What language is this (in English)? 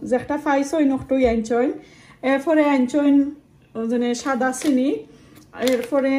Sylheti